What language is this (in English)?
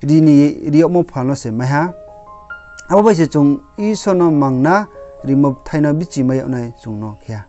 Riang (India)